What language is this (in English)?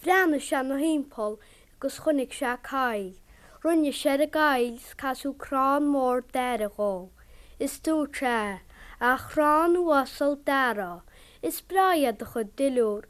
Irish